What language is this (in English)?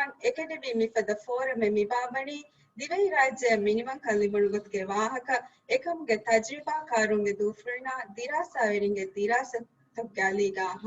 Divehi